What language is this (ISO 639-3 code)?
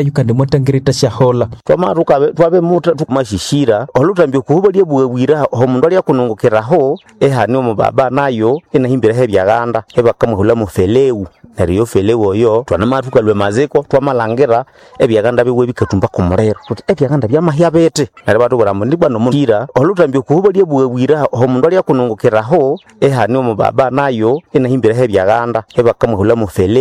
nnb